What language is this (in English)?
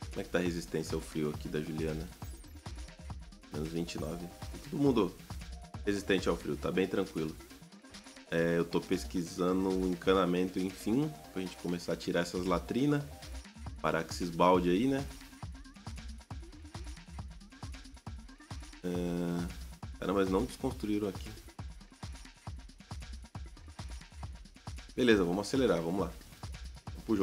Portuguese